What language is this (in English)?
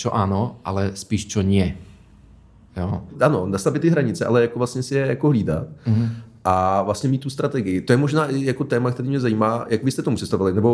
Czech